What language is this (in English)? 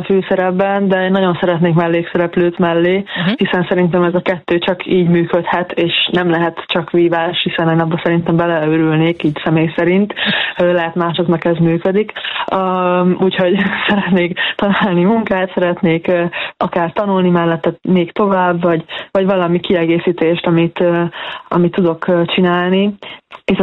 Hungarian